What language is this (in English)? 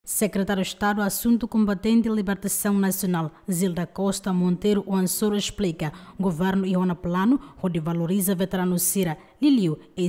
Tetum